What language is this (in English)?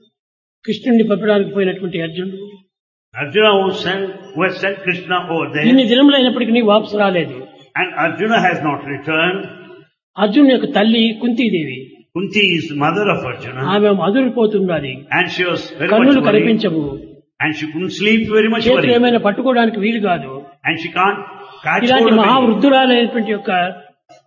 Telugu